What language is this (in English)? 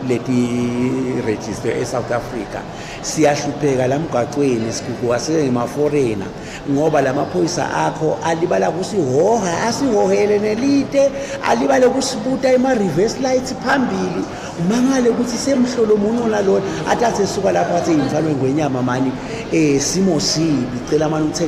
Swati